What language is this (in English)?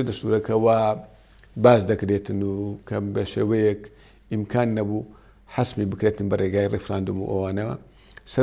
Central Kurdish